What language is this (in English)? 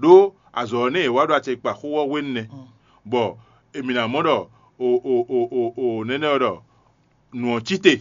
Fon